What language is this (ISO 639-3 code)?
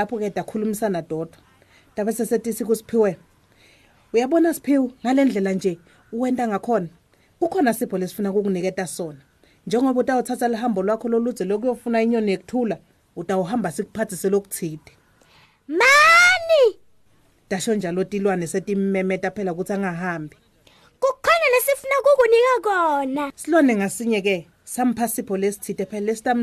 ssw